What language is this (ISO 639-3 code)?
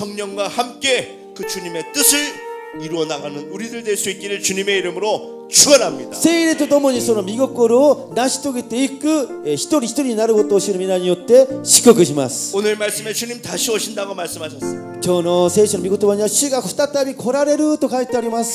kor